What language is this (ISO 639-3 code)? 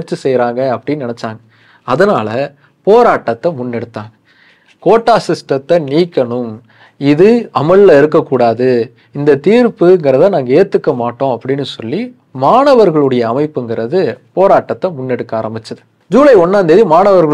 tam